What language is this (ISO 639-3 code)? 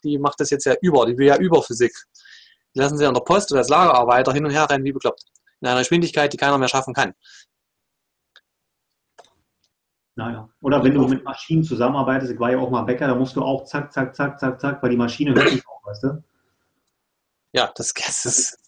deu